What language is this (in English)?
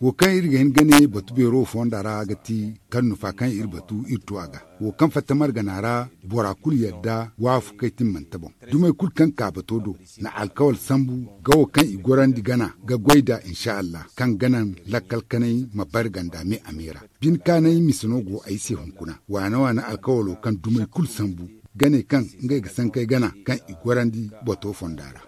Zarma